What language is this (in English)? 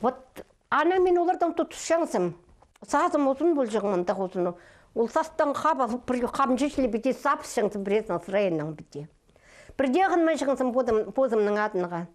Khakas